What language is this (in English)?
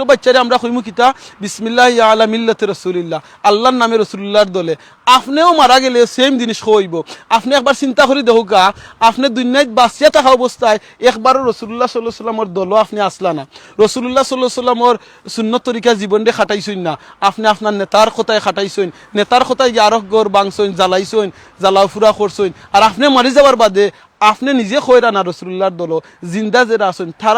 Sylheti